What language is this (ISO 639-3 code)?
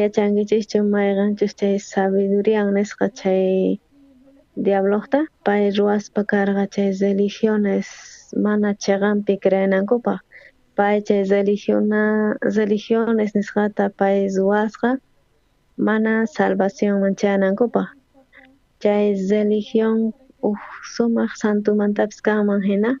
quh